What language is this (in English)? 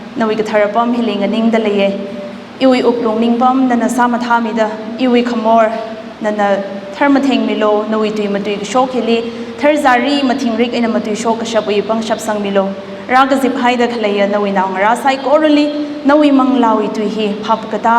Tangkhul Naga (India)